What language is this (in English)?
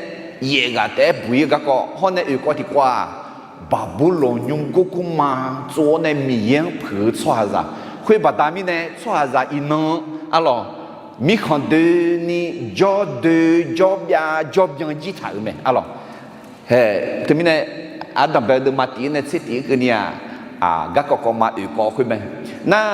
Akha